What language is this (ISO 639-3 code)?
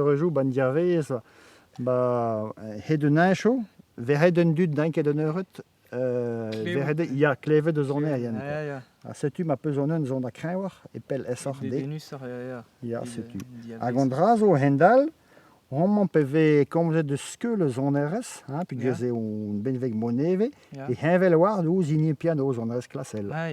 bre